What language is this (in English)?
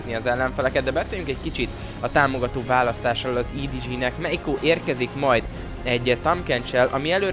Hungarian